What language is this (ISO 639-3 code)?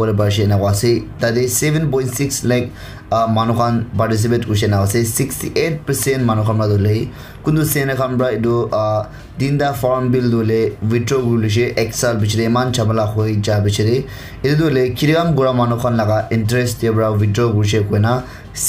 nag